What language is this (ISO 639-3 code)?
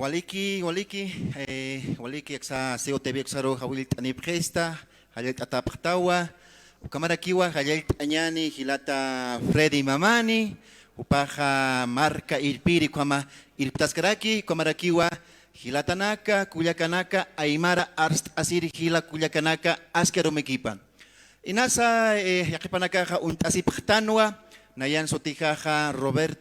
aym